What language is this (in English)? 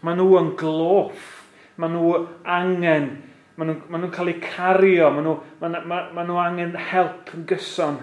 Welsh